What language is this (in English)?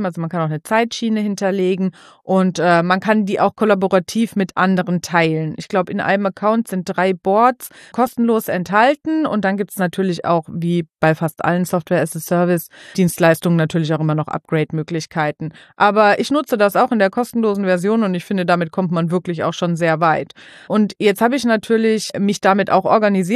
German